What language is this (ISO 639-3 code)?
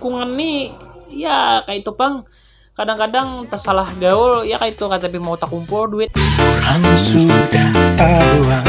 bjn